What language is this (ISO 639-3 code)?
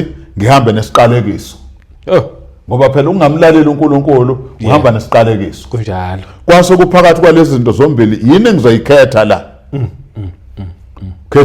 zul